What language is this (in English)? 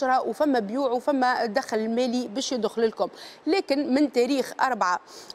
Tunisian Arabic